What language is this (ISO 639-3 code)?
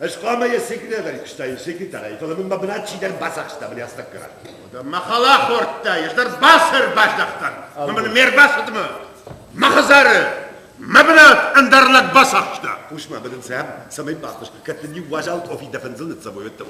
oss